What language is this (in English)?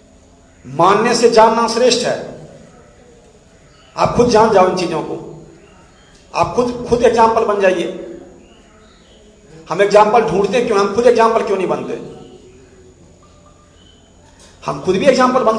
Hindi